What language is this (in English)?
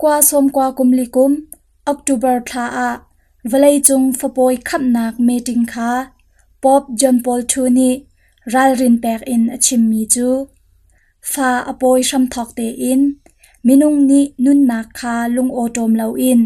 Hakha Chin